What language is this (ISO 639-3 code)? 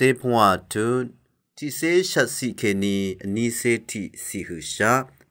raw